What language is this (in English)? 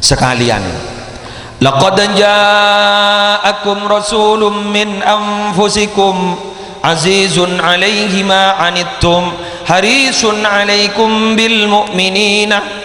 Madurese